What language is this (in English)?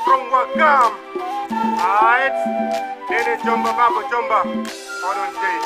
Fula